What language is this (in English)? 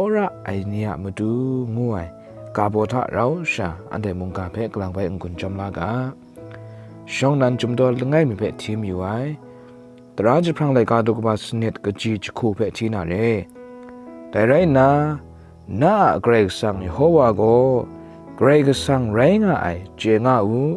Kachin